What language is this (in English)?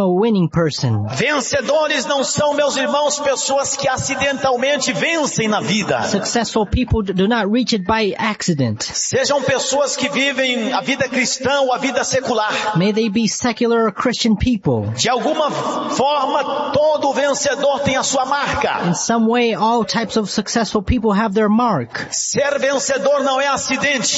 Portuguese